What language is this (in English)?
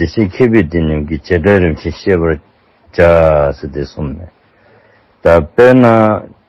Dzongkha